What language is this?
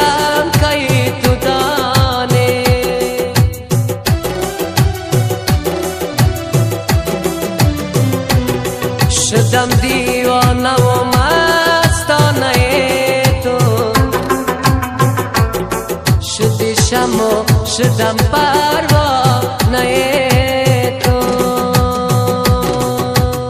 Persian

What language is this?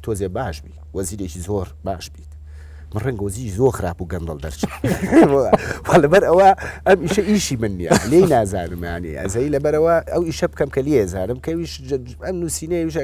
Central Kurdish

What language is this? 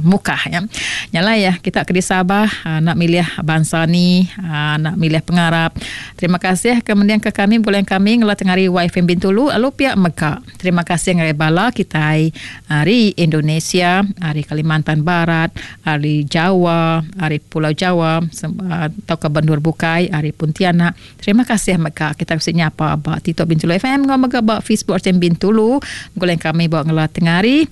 Iban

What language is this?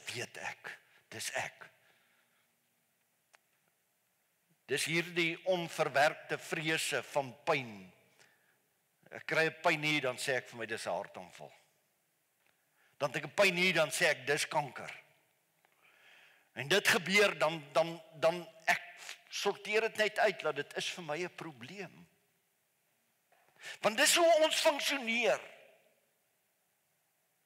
Afrikaans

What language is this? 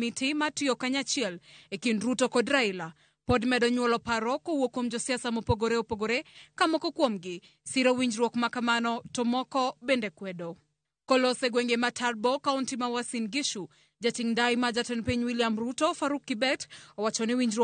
Luo (Kenya and Tanzania)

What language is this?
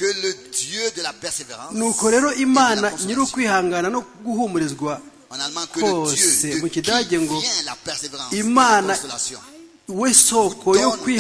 Kinyarwanda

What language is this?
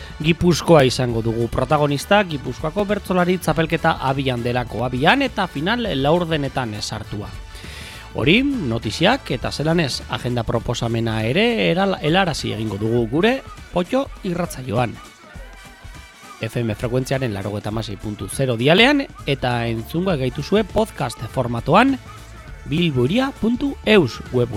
Basque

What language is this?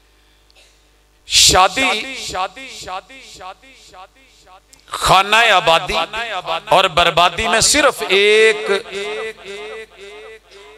Urdu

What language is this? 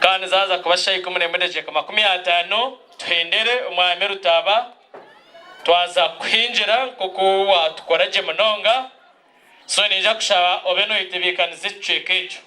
Nyankole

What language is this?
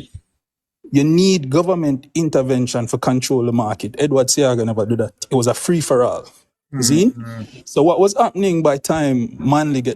Jamaican Creole English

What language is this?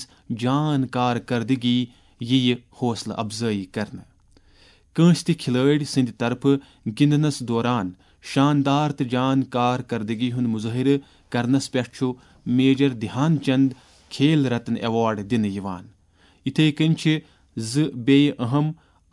Kashmiri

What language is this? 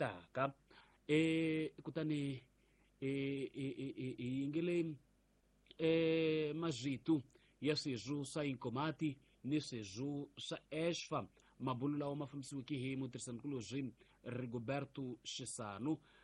Tsonga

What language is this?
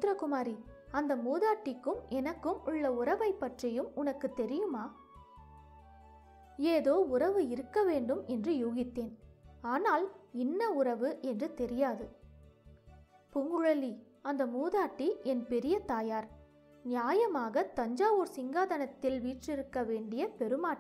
Tamil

